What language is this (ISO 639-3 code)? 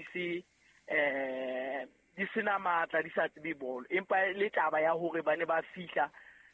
sot